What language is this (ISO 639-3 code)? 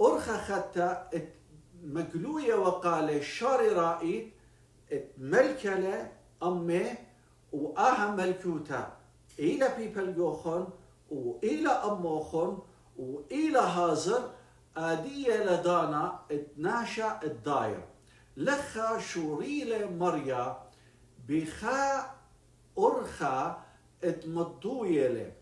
aii